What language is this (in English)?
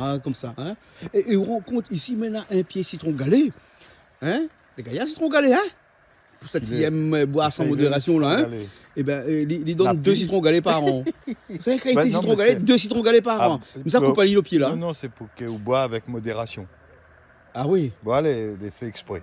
Réunion Creole French